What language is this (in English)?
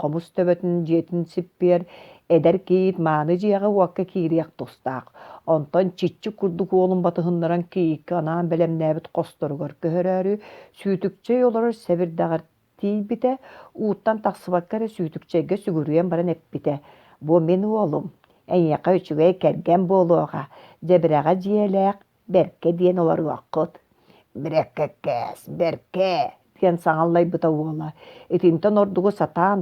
Yakut